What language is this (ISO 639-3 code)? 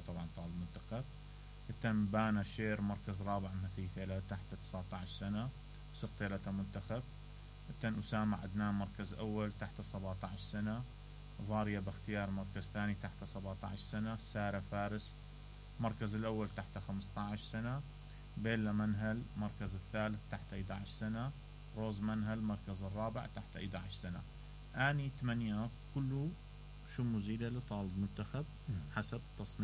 acm